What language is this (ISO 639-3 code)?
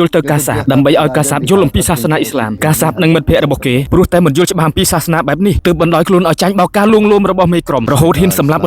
khm